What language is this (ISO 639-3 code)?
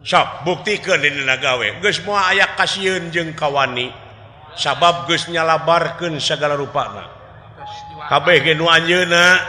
sun